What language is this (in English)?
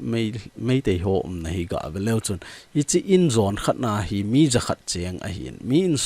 Thado Chin